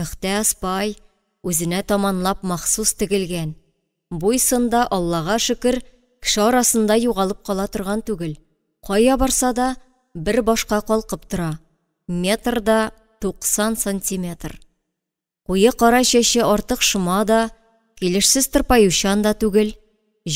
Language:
Tatar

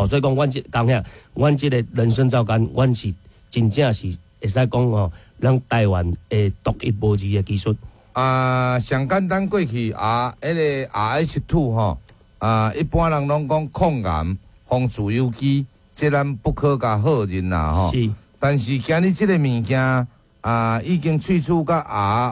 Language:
Min Nan Chinese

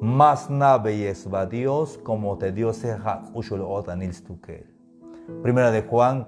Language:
Tzeltal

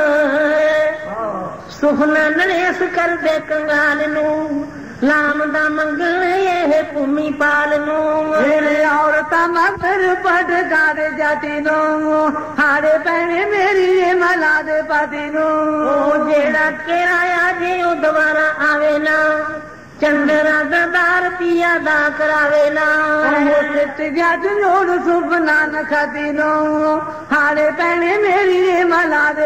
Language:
Punjabi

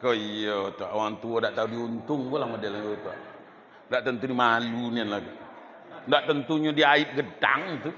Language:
Minangkabau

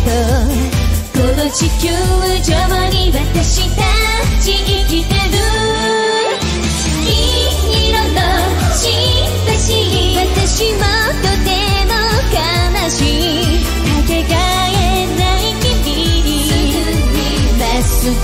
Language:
Japanese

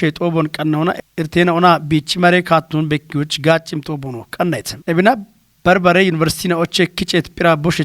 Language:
Kafa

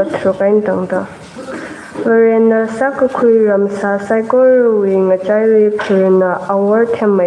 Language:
Tangkhul Naga (India)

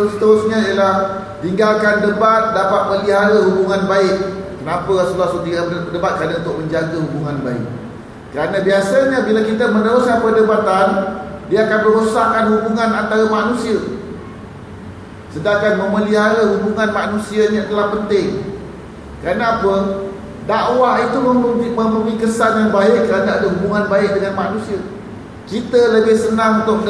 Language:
Malay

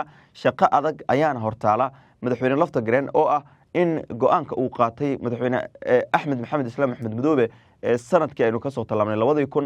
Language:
Somali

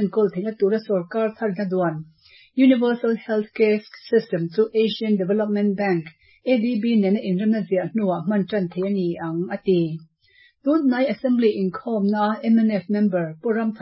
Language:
Mizo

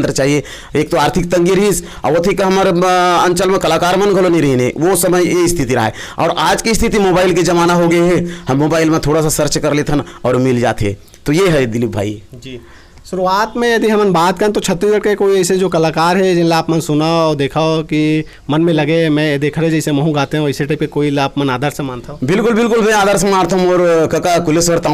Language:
Chhattisgarhi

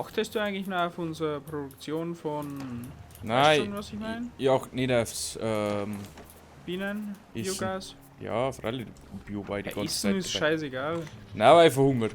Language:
Bavarian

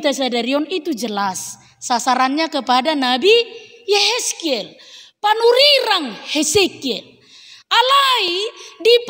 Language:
Batak Toba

